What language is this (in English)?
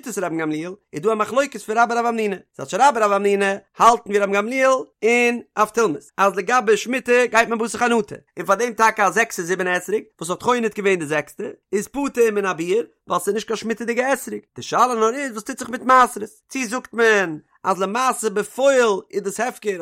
Yiddish